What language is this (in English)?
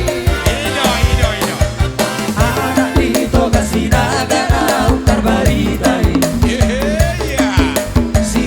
Batak Toba